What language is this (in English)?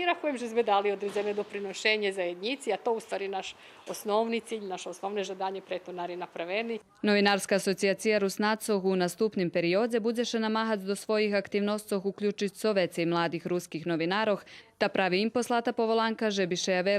Rusyn